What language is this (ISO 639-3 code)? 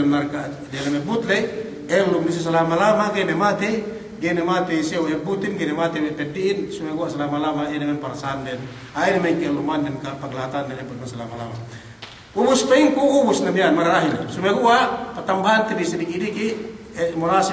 yka